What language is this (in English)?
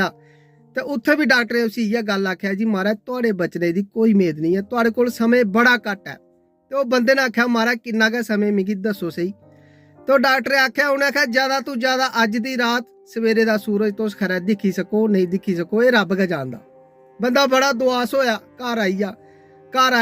Dogri